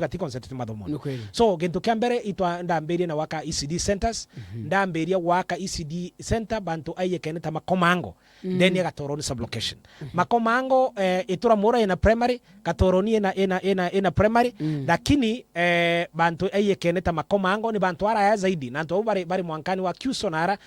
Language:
Meru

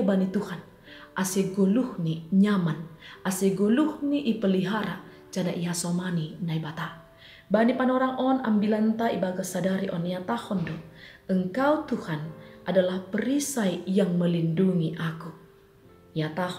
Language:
Batak Simalungun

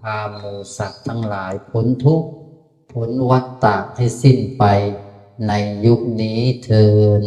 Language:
Northeastern Thai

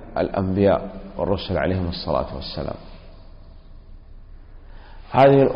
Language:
Arabic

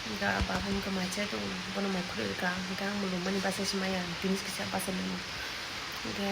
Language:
Kok Borok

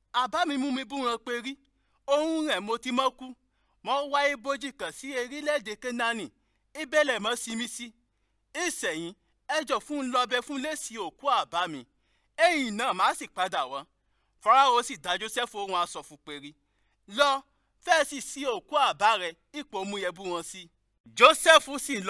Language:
Yoruba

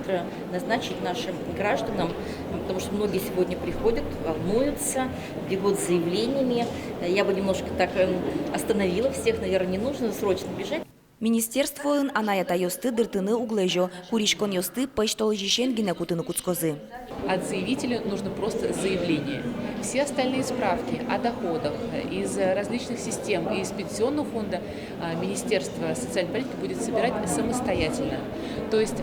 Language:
Udmurt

